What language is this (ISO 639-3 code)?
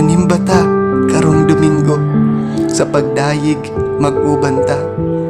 ceb